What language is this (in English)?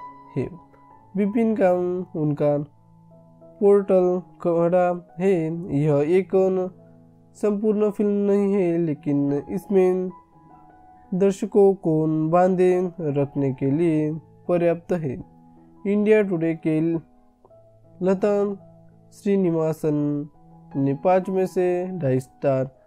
Hindi